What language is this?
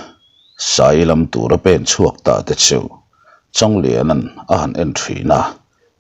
Mizo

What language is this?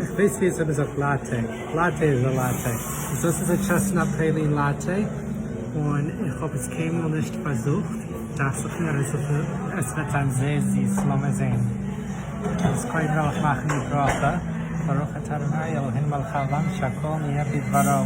Yiddish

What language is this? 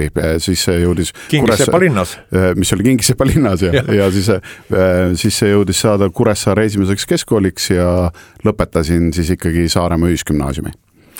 Estonian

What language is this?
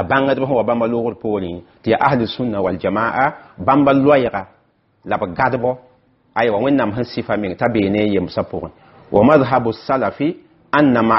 Mossi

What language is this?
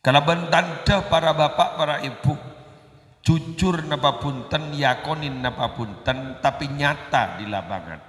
Madurese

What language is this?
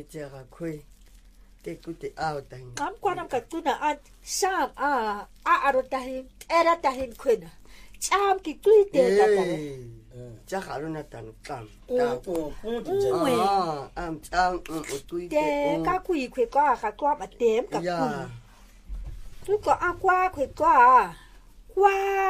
Japanese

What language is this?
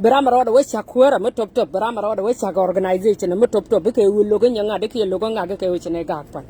Nuer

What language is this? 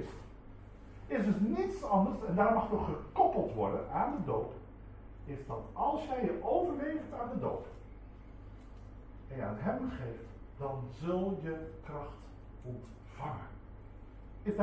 Dutch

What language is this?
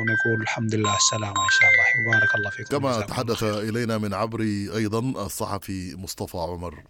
Sudanese Arabic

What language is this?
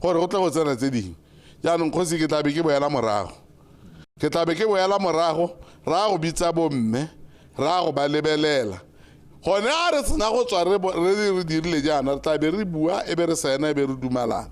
Tswana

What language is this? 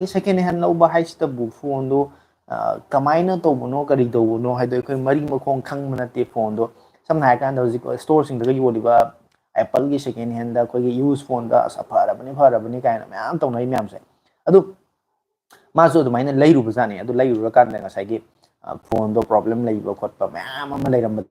Manipuri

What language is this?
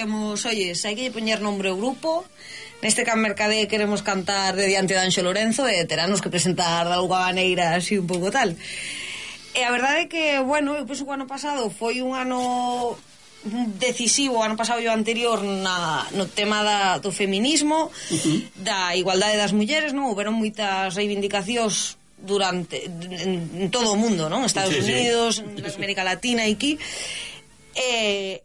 Galician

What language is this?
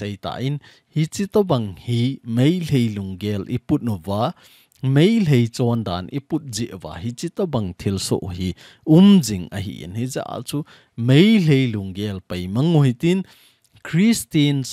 Thado Chin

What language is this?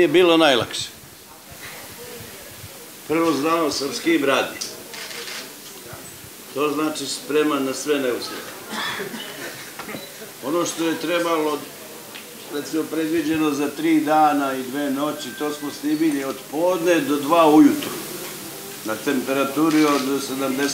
Serbian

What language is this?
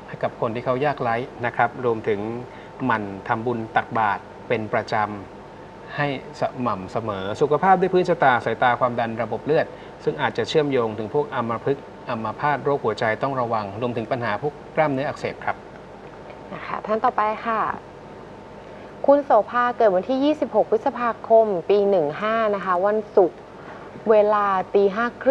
Thai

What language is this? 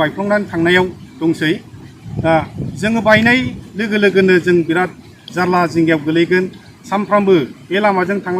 Bodo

